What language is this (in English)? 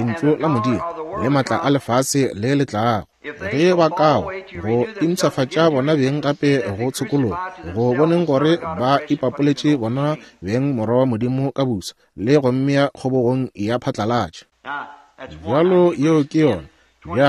Northern Sotho